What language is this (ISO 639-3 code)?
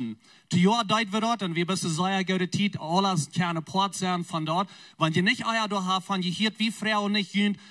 pdt